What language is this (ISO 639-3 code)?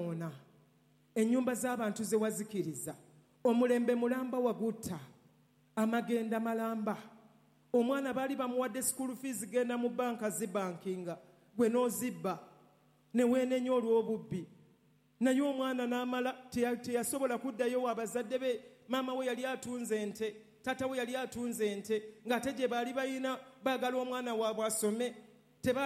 lug